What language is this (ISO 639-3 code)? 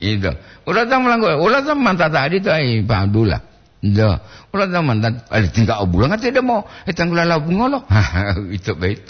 gor